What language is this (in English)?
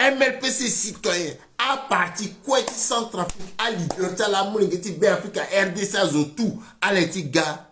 Sango